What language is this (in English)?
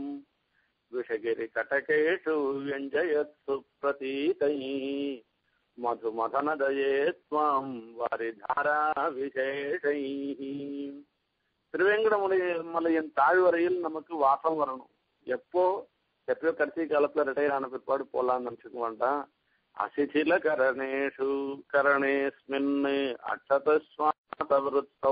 Tamil